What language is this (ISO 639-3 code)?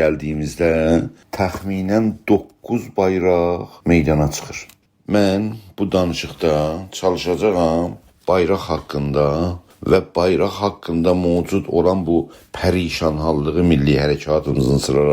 azb